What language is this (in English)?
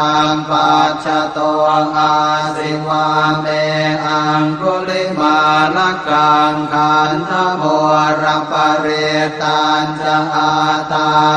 Pali